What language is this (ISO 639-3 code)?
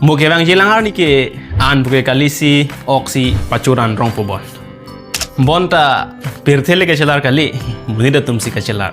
mjw